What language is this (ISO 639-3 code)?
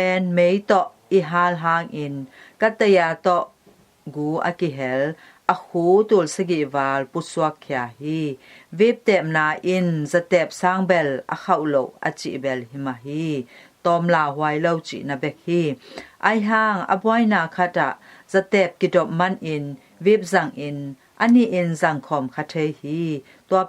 ctd